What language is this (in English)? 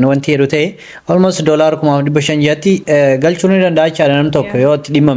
Oromo